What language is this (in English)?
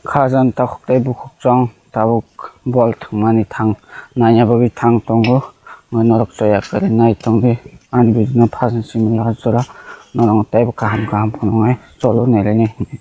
Kok Borok